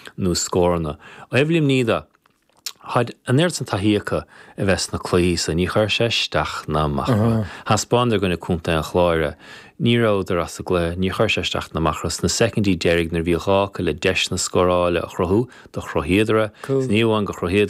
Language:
Irish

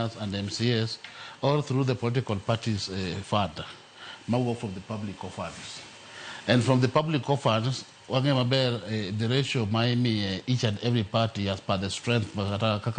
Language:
Luo (Kenya and Tanzania)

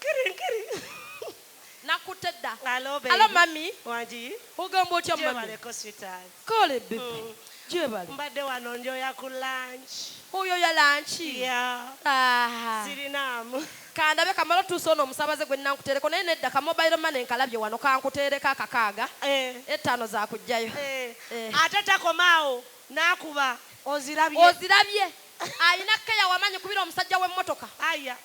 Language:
Ganda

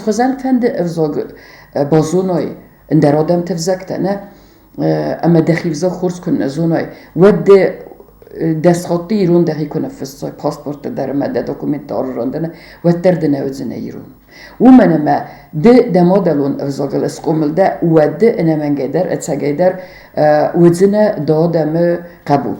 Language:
Ossetic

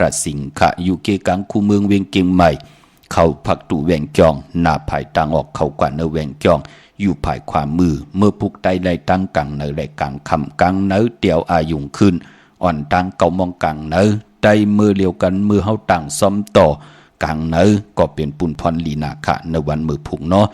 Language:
Shan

